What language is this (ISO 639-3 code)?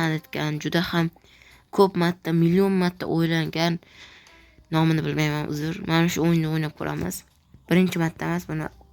uzb